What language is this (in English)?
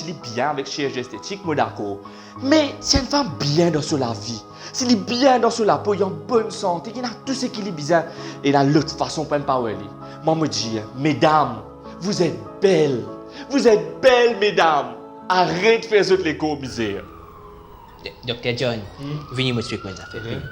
Morisyen